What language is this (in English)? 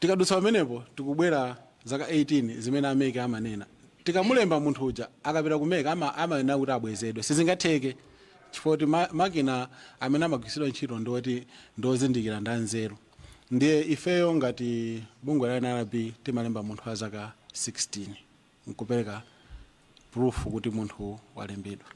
Nyanja